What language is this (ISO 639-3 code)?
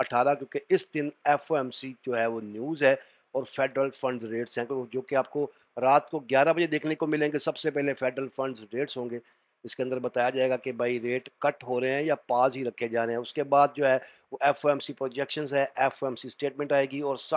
hin